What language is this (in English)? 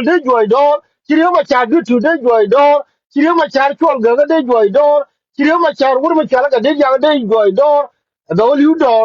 Nuer